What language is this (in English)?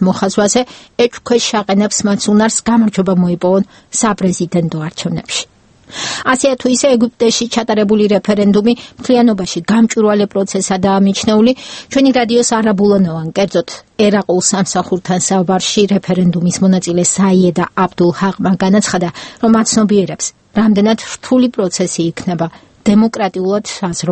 Georgian